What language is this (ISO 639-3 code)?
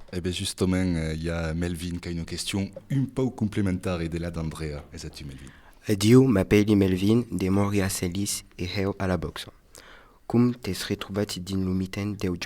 oci